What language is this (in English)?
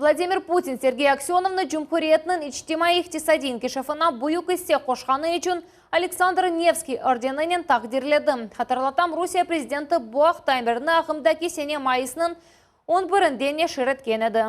Crimean Tatar